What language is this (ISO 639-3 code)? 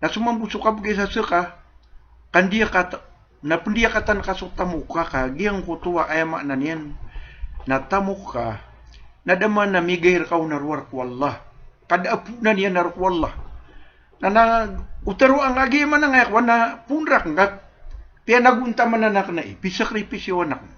mrw